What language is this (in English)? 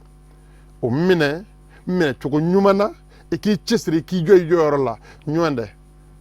Bambara